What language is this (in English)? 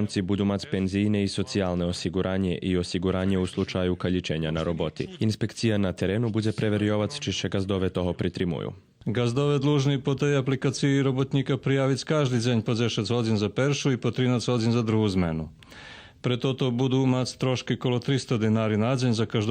Rusyn